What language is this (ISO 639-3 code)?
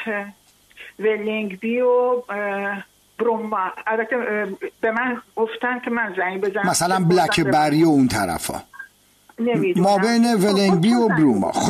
fas